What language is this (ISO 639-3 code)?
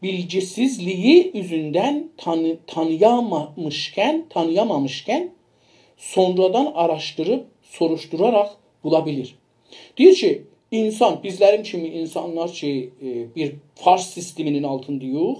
azb